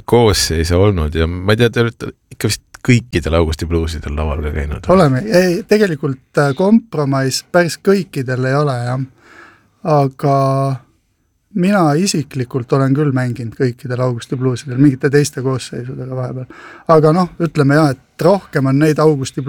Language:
Estonian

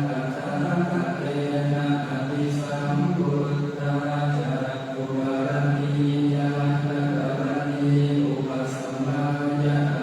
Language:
Pali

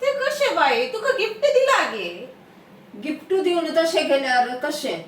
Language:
Konkani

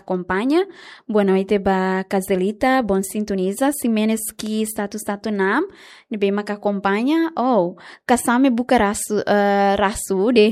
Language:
Tetum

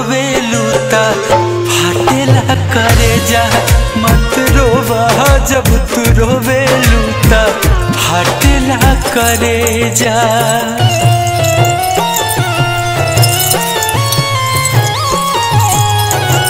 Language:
Bhojpuri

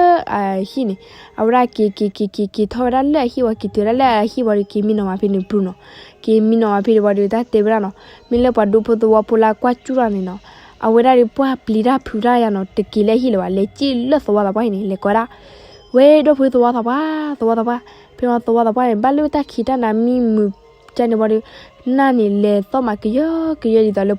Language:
S'gaw Karen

